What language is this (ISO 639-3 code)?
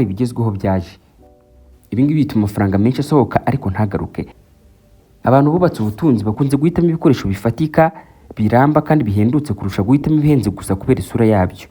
kin